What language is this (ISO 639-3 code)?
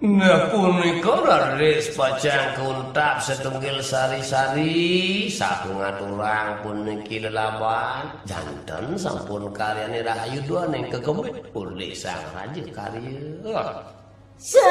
ban